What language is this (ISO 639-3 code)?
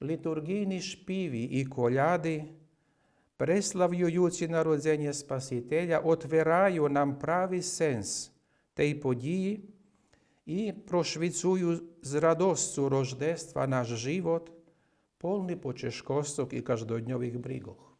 rue